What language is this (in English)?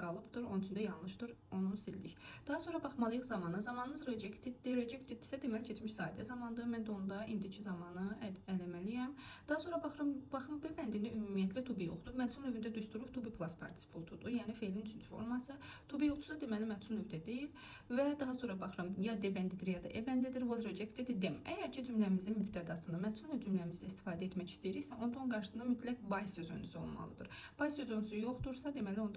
Azerbaijani